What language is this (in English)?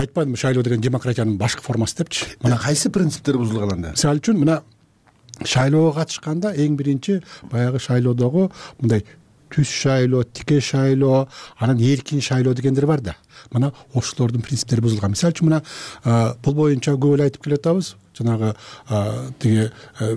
Kyrgyz